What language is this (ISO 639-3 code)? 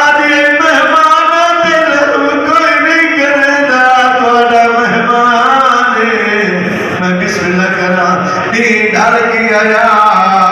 skr